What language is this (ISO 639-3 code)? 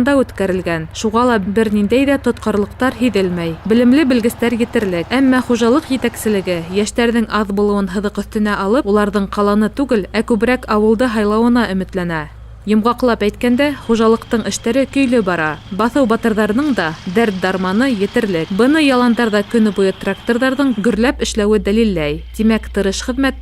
bak